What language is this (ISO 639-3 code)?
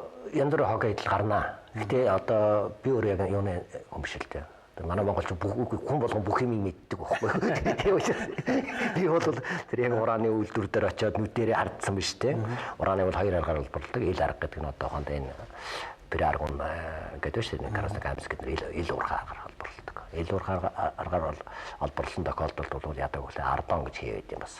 mon